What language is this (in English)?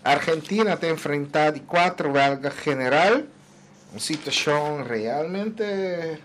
Papiamento